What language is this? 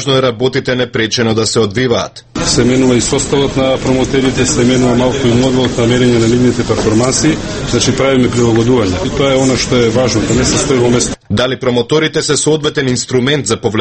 Macedonian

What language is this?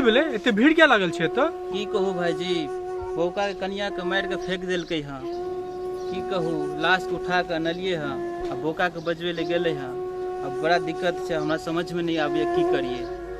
Maithili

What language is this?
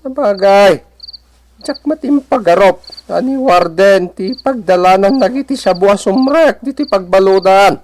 Iloko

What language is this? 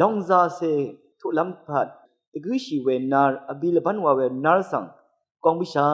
Rawang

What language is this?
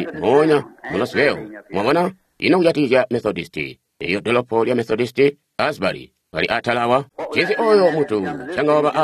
Tonga (Zambia)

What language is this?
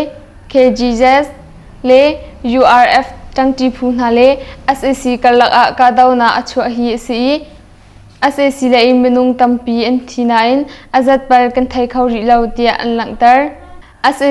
Hakha Chin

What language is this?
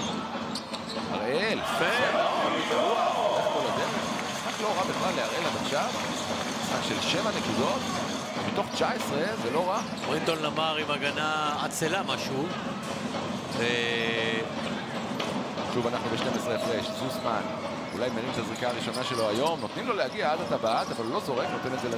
Hebrew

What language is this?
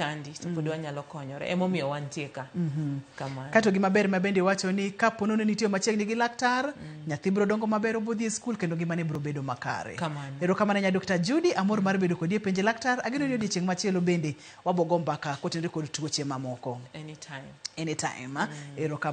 Luo (Kenya and Tanzania)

